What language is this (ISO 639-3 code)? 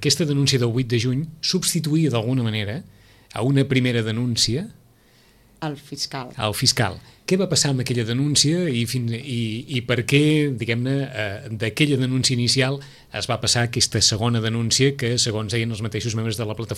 cat